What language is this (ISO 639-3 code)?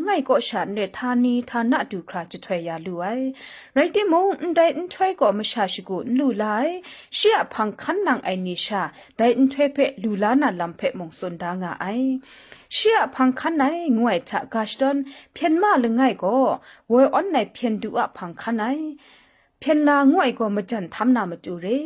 kac